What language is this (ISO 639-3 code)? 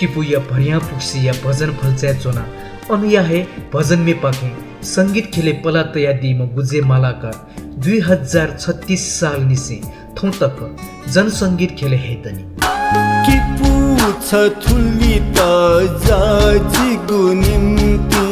new